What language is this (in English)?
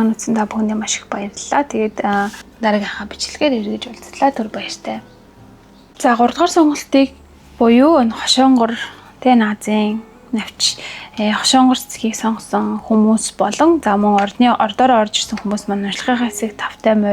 Mongolian